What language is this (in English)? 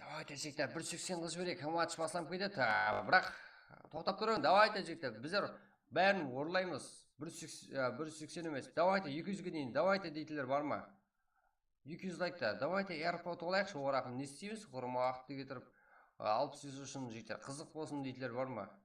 Kara-Kalpak